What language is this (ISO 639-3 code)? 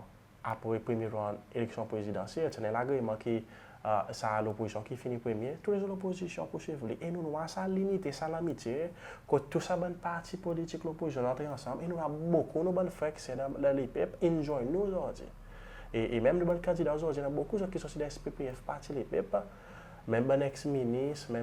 crs